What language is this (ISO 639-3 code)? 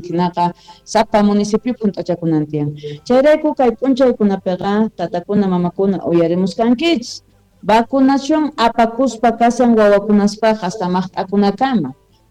quh